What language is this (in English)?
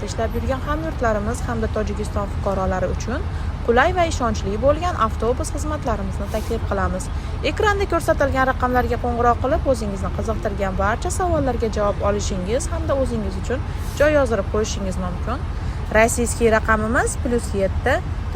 Uzbek